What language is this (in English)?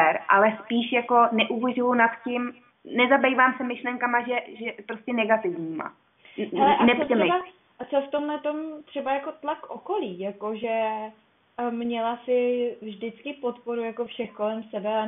Czech